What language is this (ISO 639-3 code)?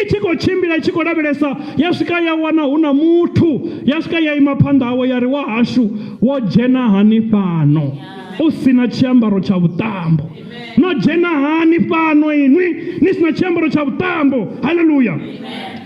ven